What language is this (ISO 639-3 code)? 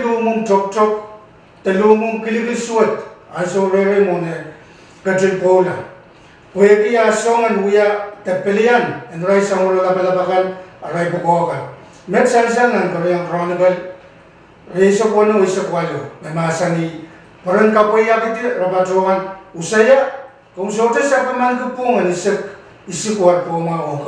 pon